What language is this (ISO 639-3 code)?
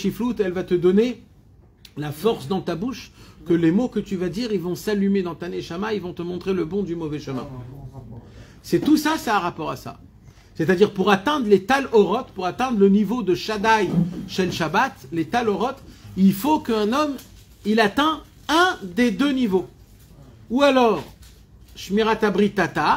fra